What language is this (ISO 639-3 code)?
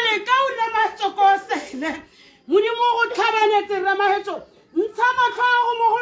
tsn